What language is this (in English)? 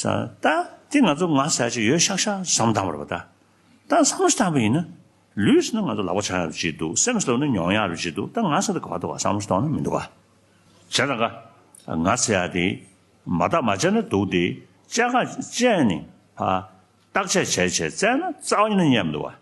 Tibetan